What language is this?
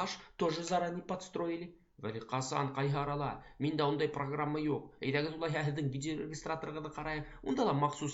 Bashkir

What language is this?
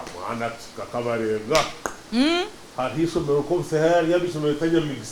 Nyankole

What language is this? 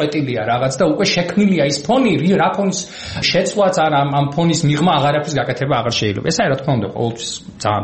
Georgian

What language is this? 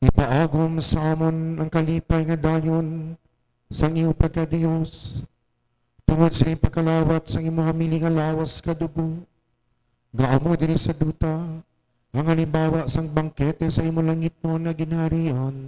Hiligaynon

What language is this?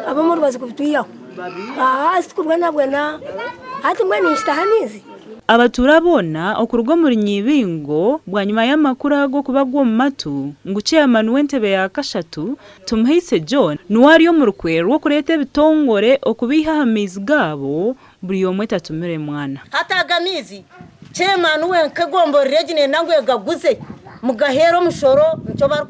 Nyankole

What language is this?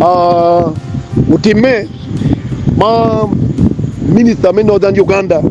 Acoli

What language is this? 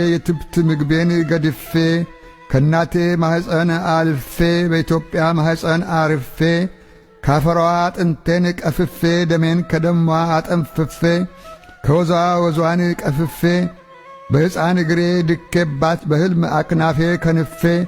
Amharic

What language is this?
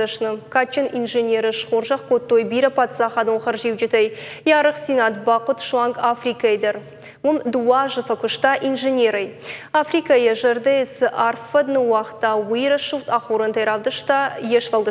Ossetic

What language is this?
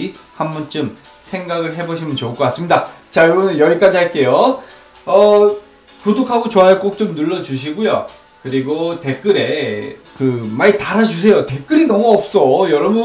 Korean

